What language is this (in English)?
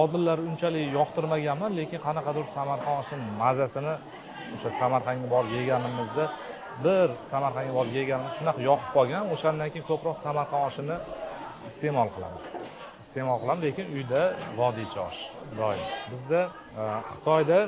Uzbek